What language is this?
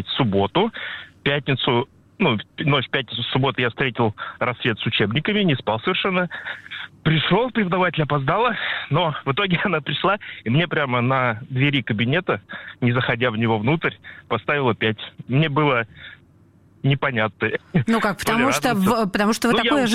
Russian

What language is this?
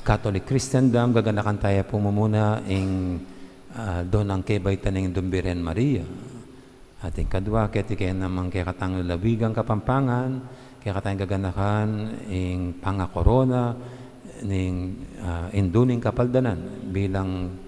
Pampanga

